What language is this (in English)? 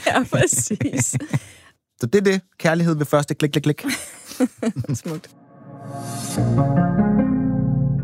Danish